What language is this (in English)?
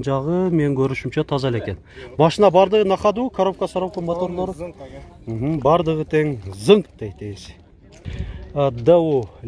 Kyrgyz